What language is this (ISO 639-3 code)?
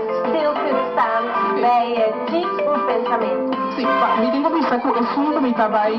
pap